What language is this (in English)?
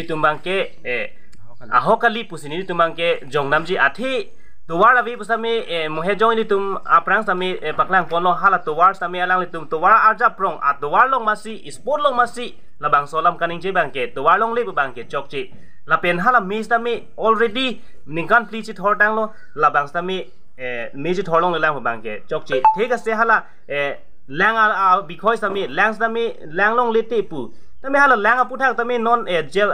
Karbi